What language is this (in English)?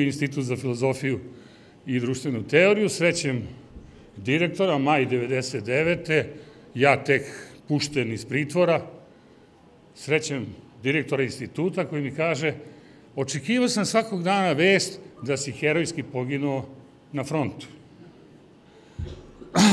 Serbian